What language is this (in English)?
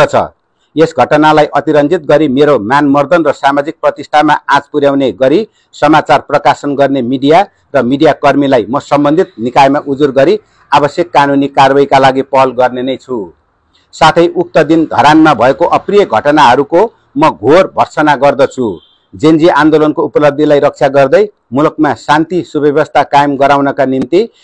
Nepali